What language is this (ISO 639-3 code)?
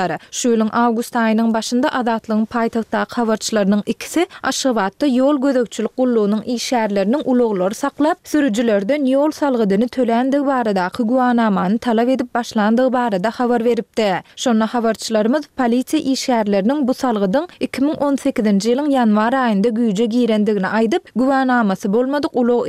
tuk